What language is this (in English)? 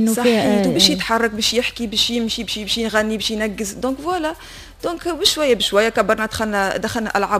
Tunisian Arabic